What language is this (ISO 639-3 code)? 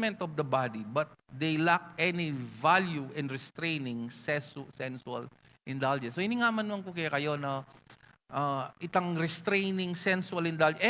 pam